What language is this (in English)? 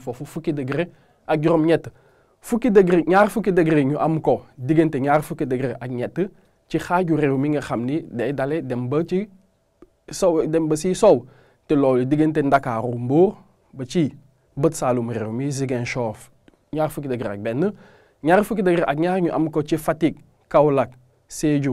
Wolof